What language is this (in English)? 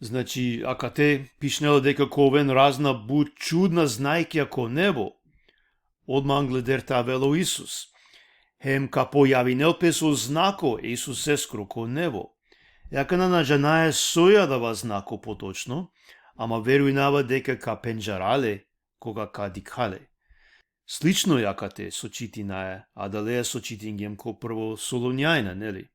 Balkan Romani